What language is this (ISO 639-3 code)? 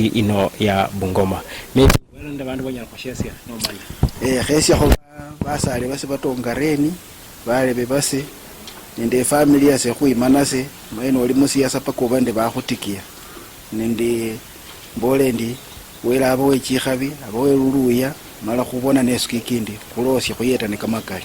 luy